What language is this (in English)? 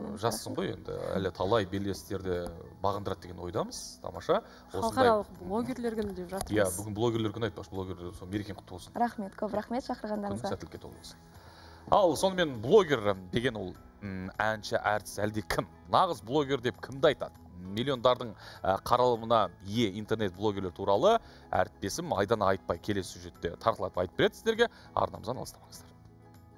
Kazakh